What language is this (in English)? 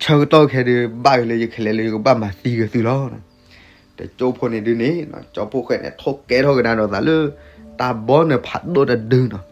S'gaw Karen